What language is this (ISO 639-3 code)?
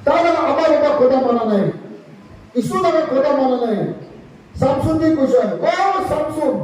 nag